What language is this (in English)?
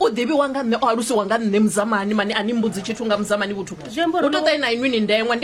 Venda